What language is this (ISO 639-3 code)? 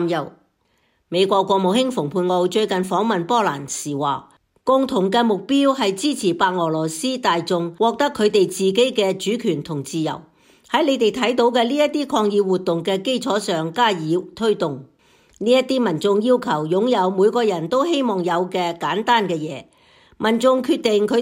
yue